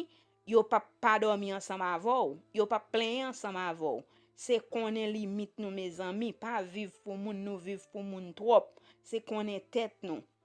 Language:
Haitian Creole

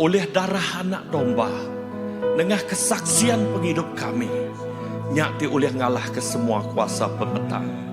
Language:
Iban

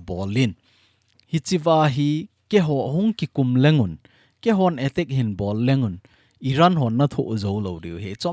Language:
Thado Chin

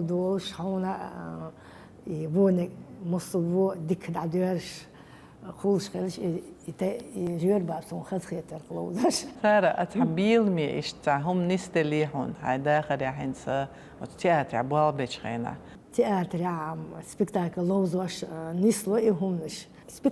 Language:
Chechen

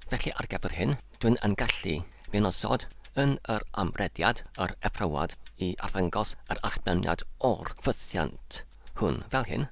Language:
Welsh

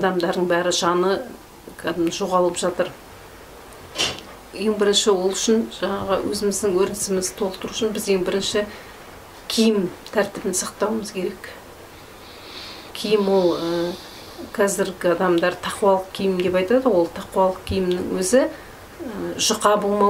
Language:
Kazakh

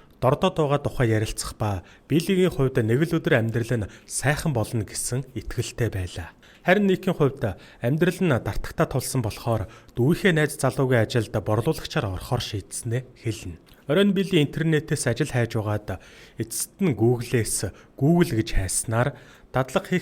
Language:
Mongolian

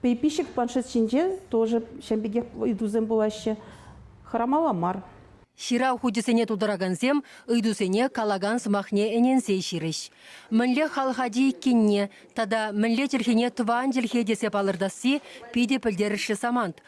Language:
Chuvash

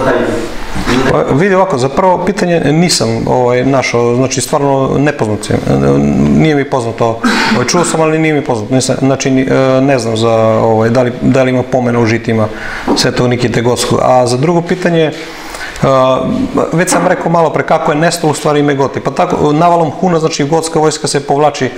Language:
Serbian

